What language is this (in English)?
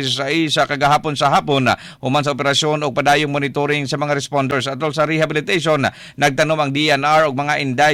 Cebuano